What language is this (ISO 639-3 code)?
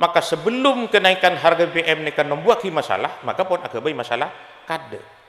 mad